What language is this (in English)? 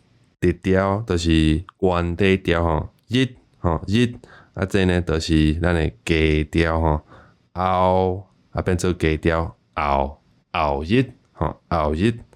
Min Nan Chinese